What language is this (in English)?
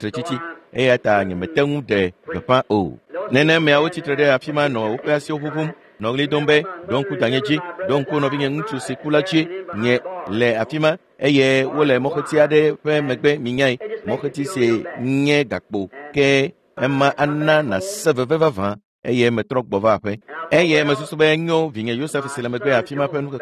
Ewe